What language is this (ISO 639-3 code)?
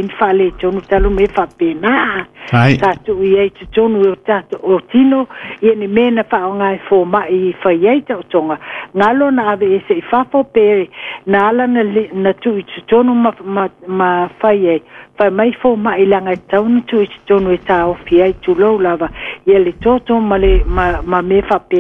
smo